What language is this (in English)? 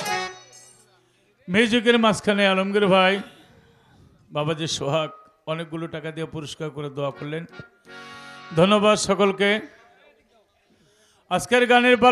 Bangla